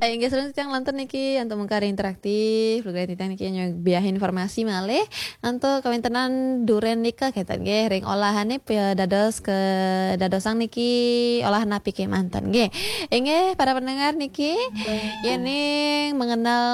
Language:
Balinese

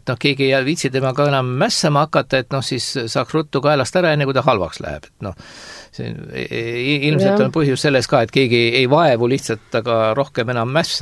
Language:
Estonian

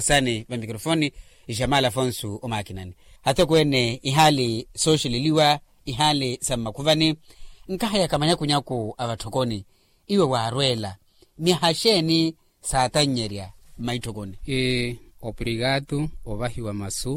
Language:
Makhuwa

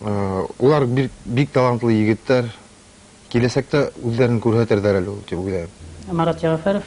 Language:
Bashkir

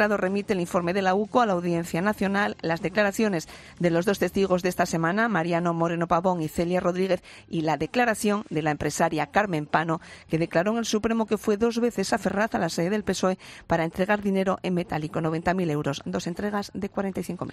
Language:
Spanish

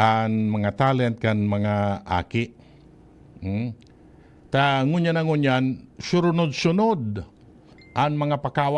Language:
Bikol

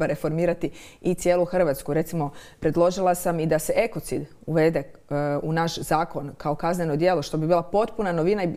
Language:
Croatian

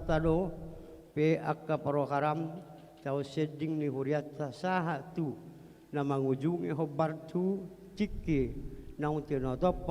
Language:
Batak Toba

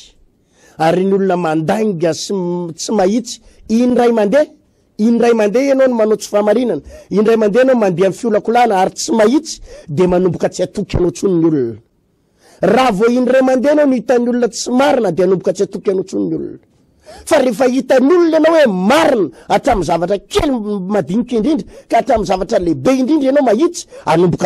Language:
Malagasy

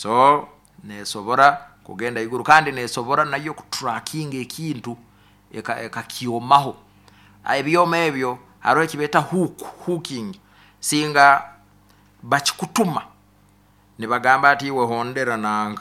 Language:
Nyoro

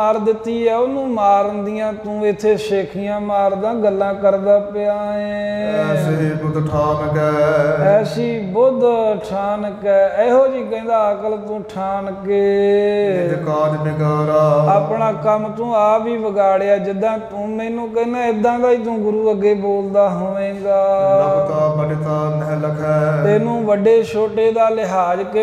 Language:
Punjabi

